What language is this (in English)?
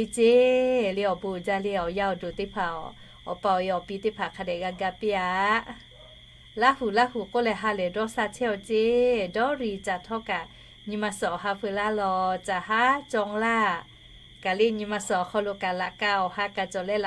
Lahu